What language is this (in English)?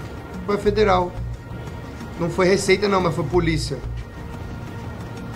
Portuguese